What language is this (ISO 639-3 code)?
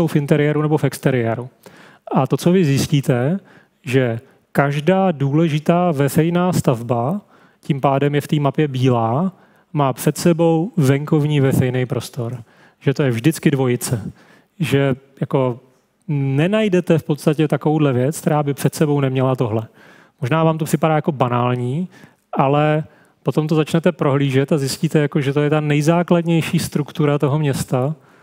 ces